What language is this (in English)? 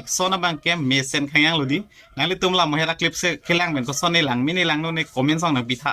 Karbi